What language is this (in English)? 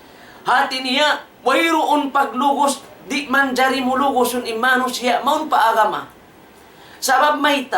Tausug